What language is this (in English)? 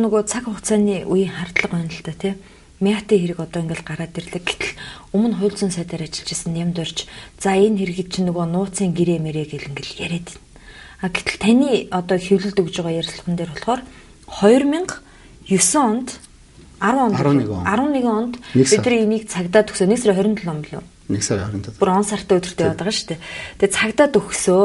Mongolian